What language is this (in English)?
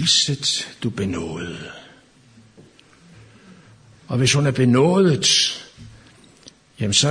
Danish